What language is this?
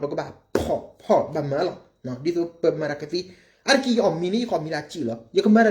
S'gaw Karen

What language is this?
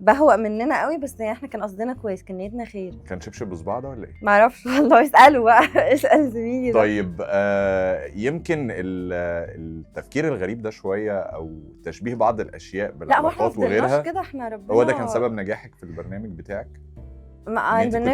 Egyptian Arabic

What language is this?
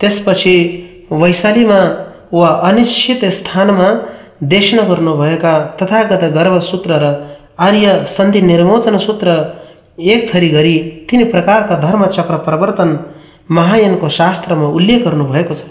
Nepali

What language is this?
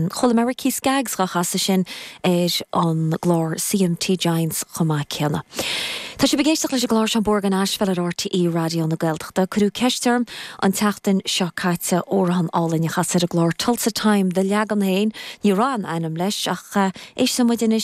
Irish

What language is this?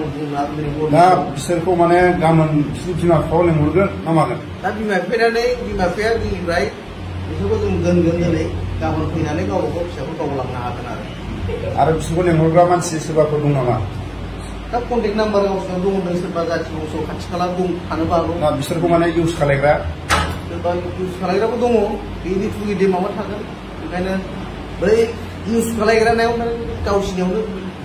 Bodo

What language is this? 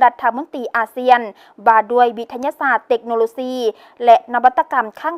Lao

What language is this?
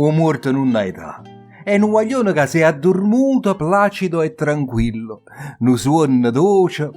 Neapolitan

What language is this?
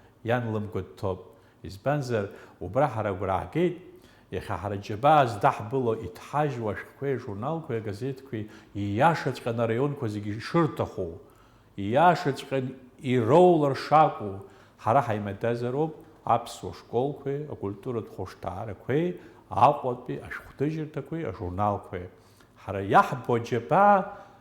Abkhazian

